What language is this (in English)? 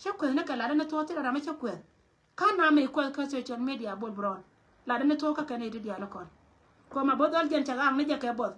Nuer